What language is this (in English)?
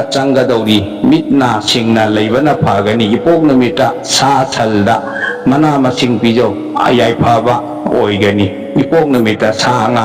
Manipuri